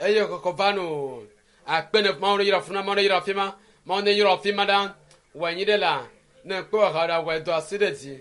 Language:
Ewe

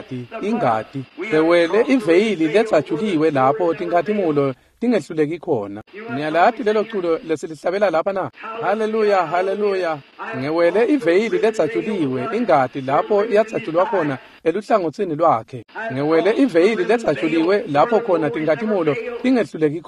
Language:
Swati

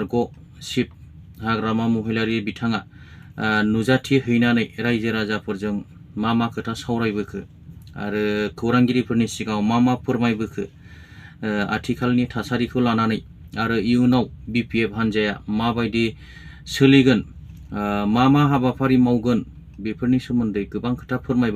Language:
Bodo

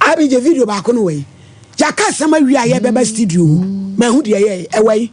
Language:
Akan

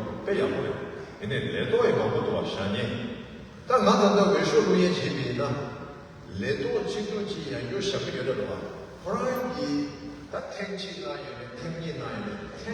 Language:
Tibetan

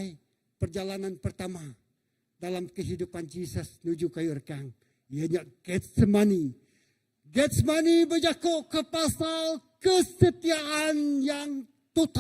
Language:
Iban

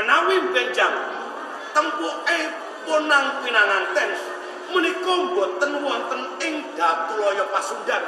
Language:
Javanese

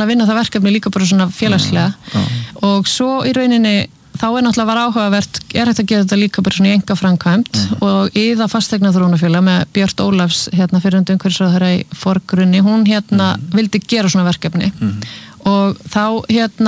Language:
Icelandic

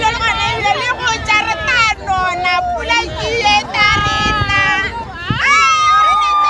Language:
Tswana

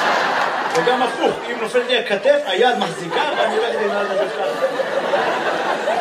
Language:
Hebrew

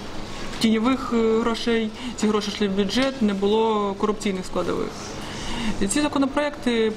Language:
Ukrainian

